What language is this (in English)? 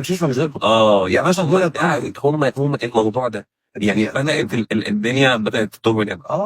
Egyptian Arabic